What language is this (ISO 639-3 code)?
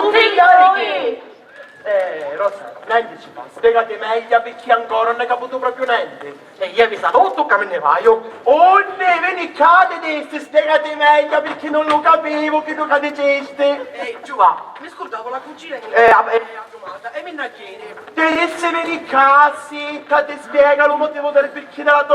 scn